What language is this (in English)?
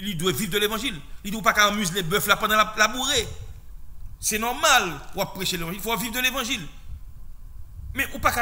French